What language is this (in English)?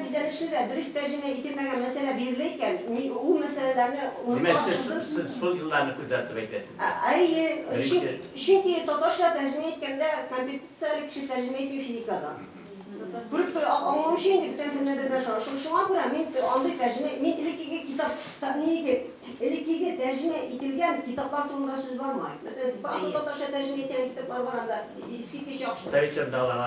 Tatar